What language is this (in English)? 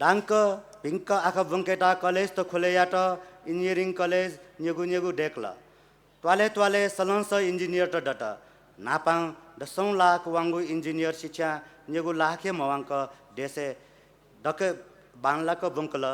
Newari